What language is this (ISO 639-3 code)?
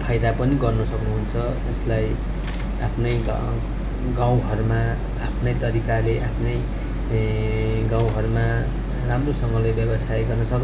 nep